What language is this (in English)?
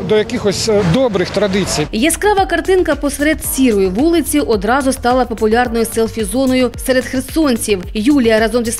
Ukrainian